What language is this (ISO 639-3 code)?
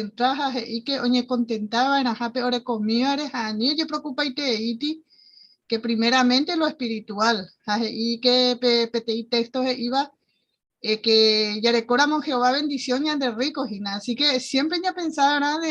grn